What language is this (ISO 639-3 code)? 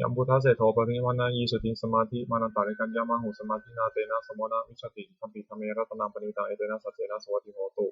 pli